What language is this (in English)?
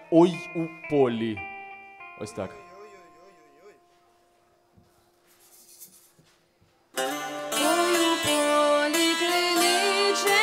Ukrainian